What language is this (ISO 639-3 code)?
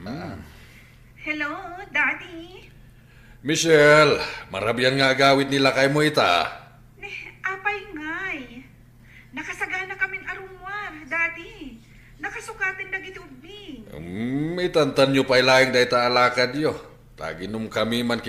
ilo